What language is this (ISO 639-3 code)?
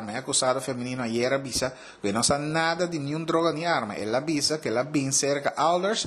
pap